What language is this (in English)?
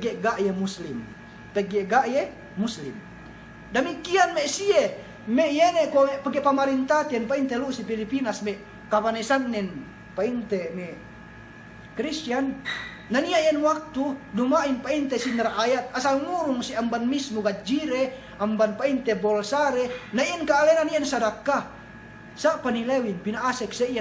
Yakan